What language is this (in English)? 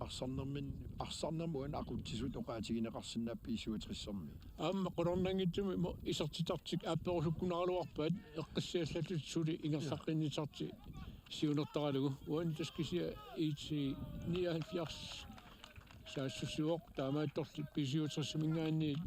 Kalaallisut